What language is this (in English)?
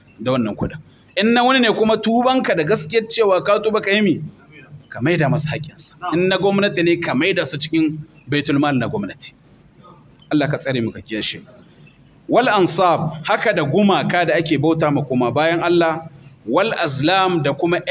Hausa